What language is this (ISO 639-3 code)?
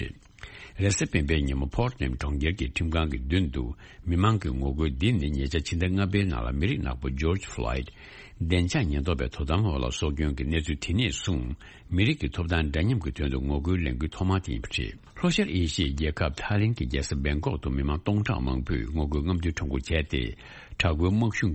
bod